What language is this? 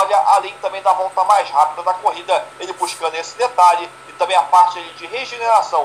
Portuguese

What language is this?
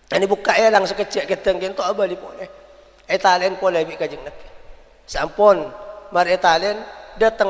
Madurese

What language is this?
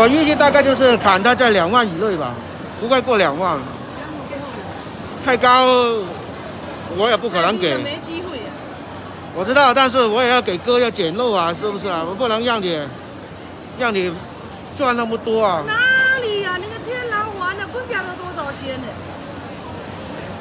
Chinese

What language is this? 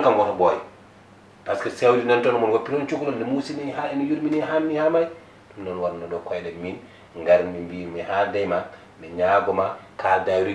Fula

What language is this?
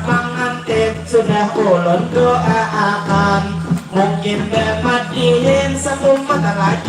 Banjar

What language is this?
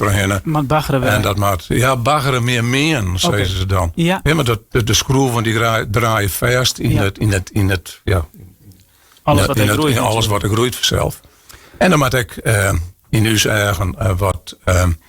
Western Frisian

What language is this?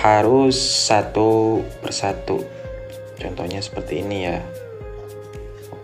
Indonesian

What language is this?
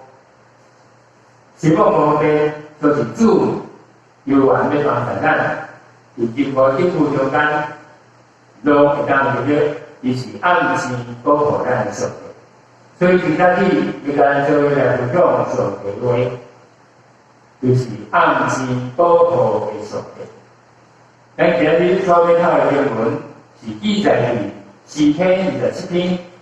Min Nan Chinese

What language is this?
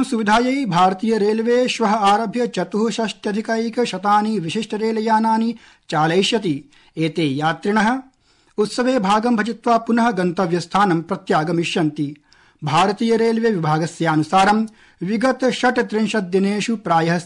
Sanskrit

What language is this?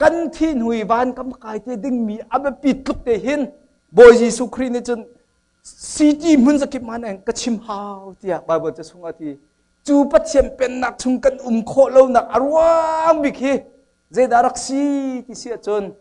Hakha Chin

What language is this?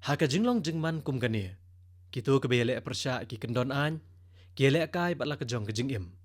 Khasi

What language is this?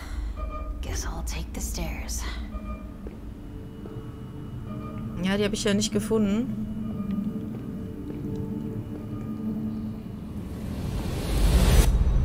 German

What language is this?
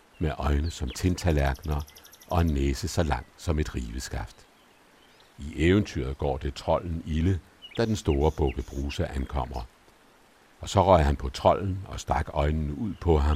Danish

